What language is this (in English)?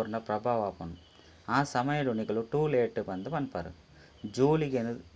Tulu